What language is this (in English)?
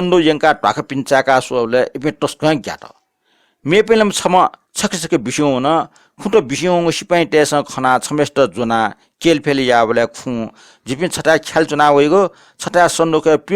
Newari